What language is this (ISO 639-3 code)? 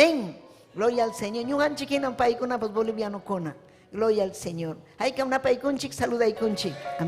quy